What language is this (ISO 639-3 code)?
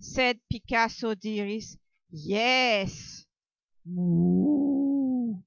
epo